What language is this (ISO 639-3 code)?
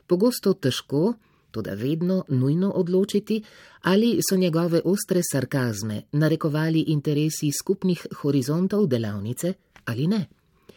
slv